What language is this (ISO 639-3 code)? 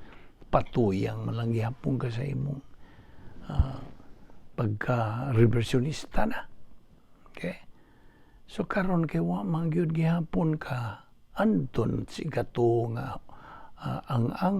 ceb